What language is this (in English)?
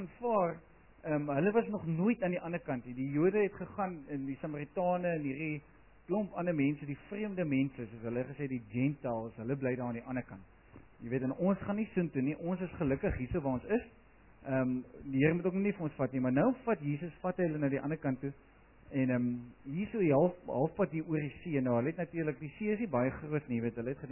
Afrikaans